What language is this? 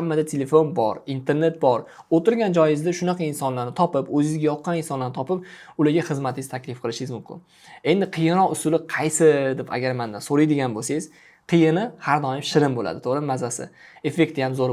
Uzbek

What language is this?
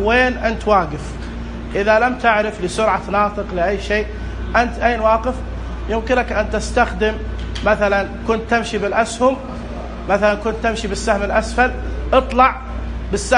Najdi Arabic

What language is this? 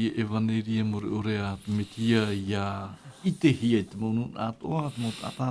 Tahitian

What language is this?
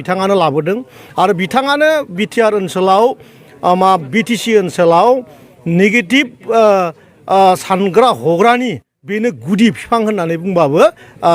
Bodo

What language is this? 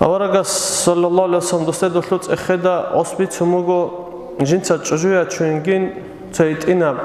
Avaric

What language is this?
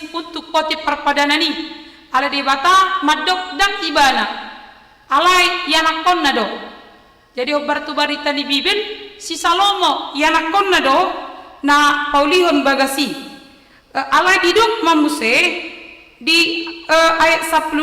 Batak Toba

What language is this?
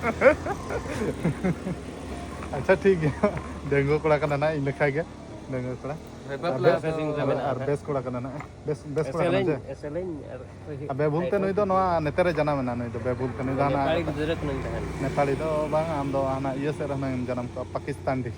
Santali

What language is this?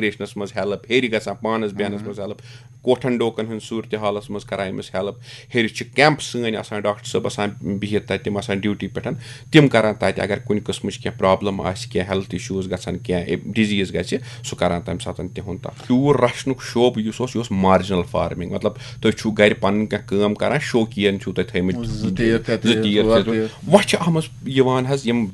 Kashmiri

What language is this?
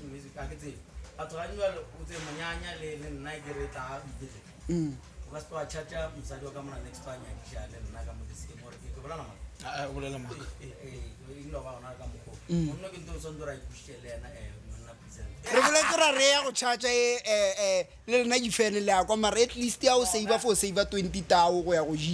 Northern Sotho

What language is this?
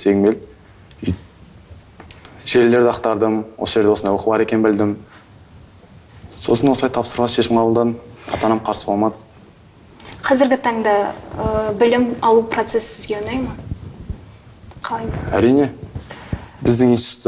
Kazakh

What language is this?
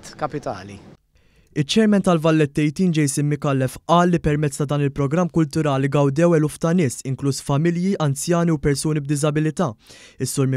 Maltese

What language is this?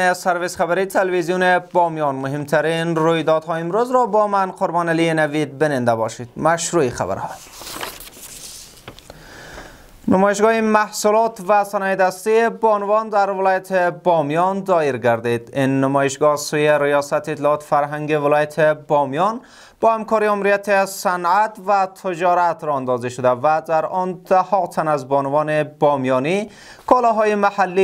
Persian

